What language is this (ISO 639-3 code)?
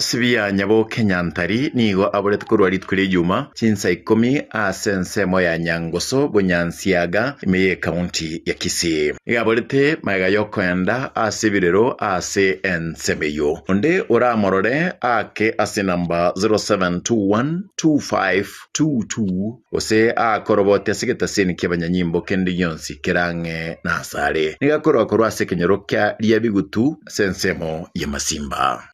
guz